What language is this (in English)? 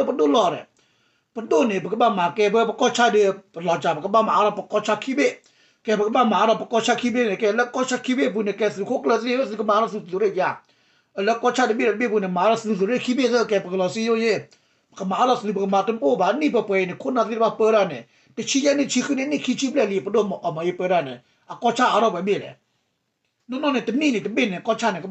S'gaw Karen